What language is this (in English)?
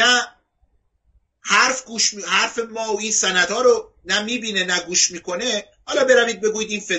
Persian